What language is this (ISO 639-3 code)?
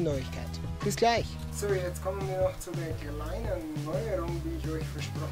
bar